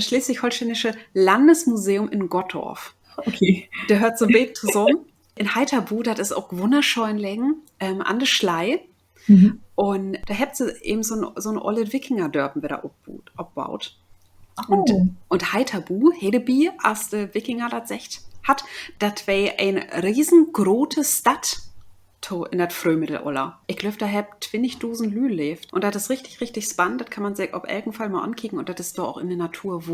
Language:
Low German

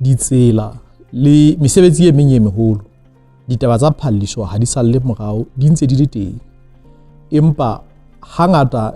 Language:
Southern Sotho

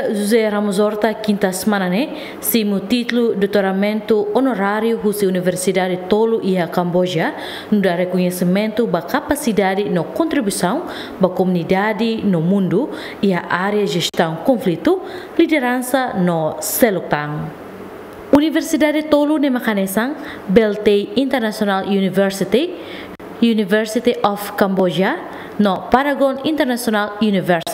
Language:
Tetum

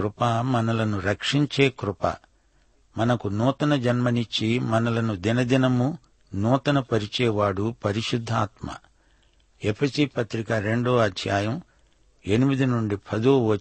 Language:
Telugu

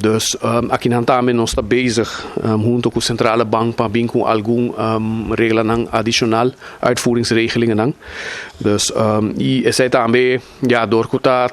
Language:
Papiamento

